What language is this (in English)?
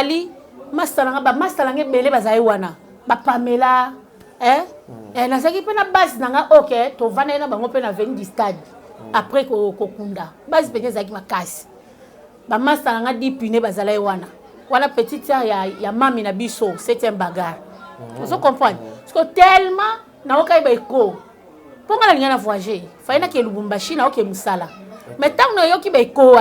Lingala